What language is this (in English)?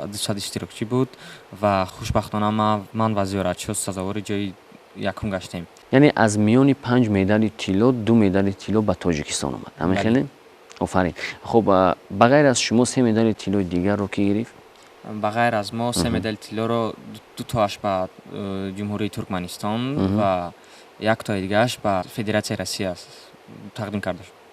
Tajik